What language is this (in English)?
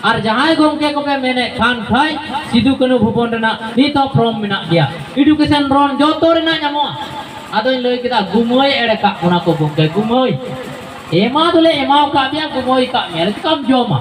Santali